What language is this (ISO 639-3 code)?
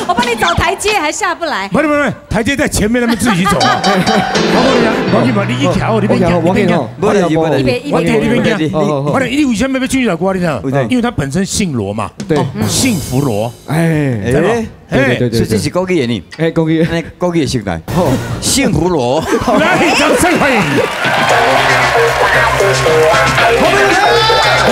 zho